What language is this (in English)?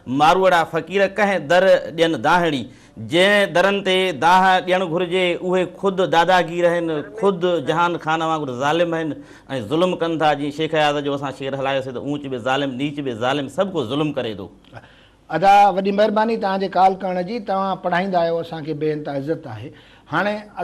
Sindhi